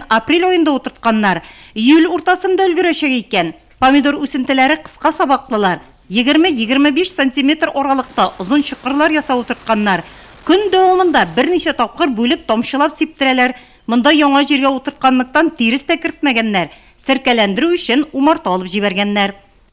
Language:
Tatar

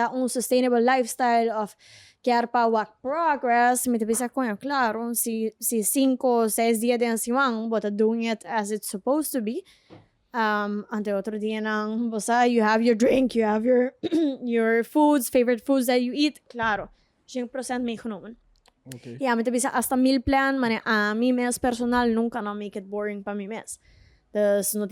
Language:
Papiamento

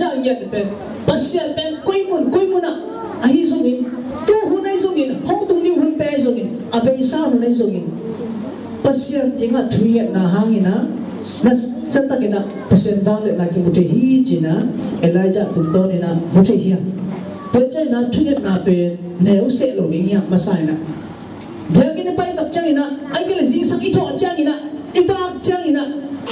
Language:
Tedim Chin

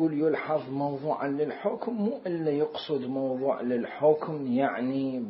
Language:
Mesopotamian Arabic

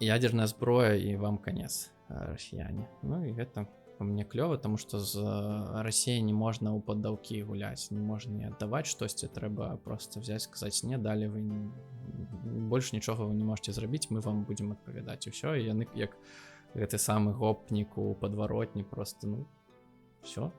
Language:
Belarusian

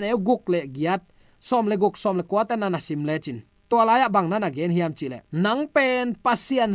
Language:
Tedim Chin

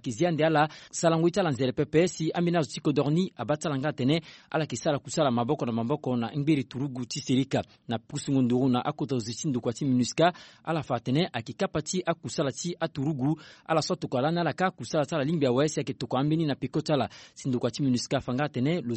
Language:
Sango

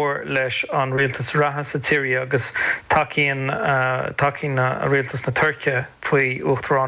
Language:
Irish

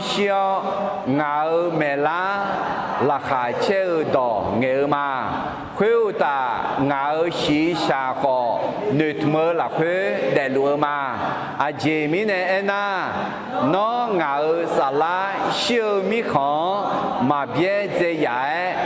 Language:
Akha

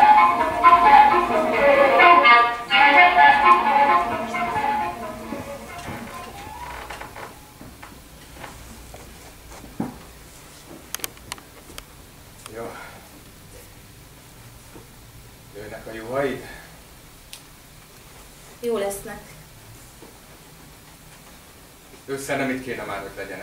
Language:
Hungarian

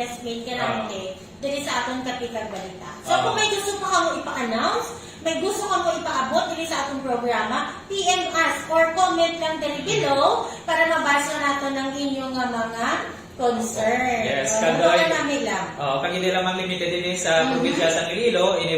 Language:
Hiligaynon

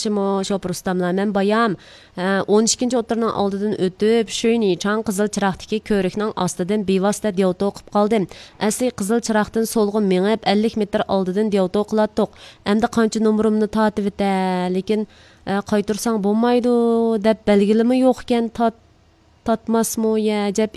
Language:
Uyghur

